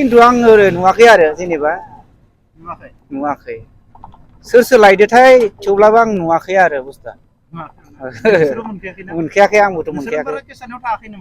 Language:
Bodo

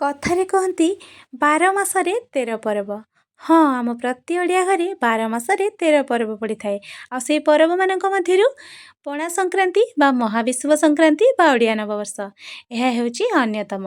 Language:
Odia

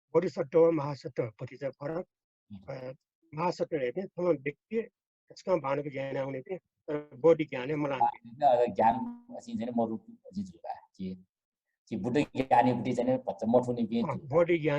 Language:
Newari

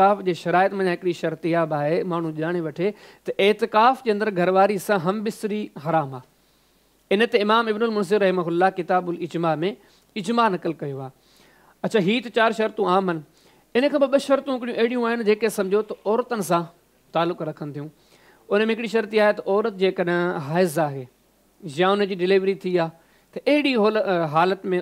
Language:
Sindhi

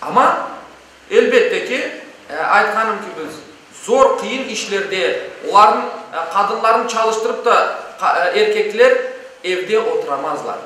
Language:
Crimean Tatar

